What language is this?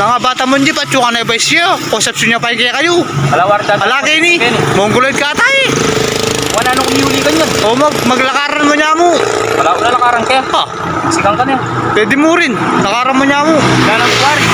Pampanga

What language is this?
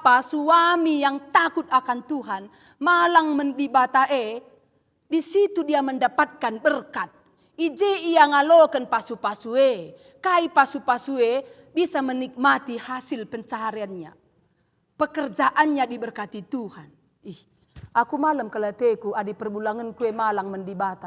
Batak Karo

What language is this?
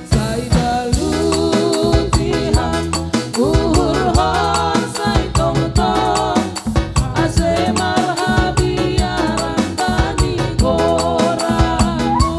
Batak Simalungun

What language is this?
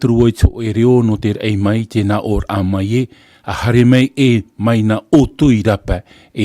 Tahitian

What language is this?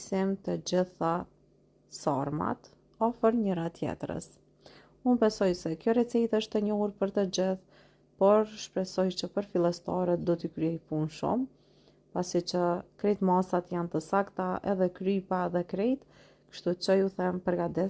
Albanian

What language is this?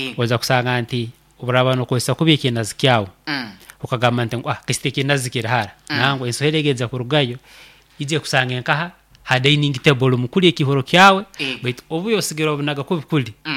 Nyoro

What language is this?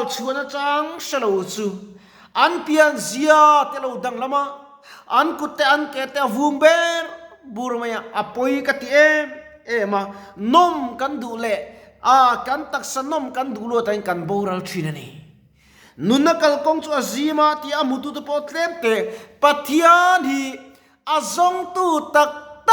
Mizo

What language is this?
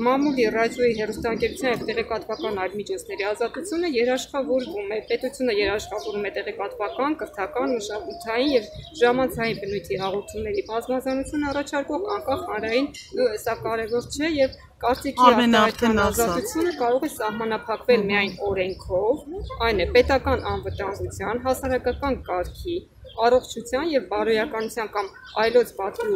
Armenian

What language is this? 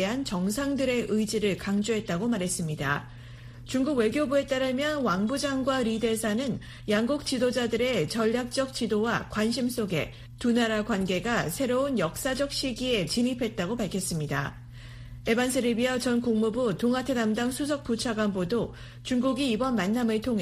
Korean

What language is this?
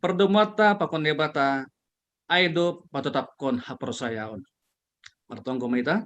Batak Simalungun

